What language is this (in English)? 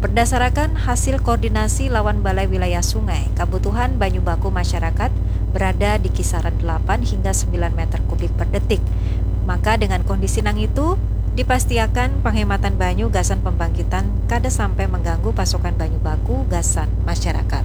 Banjar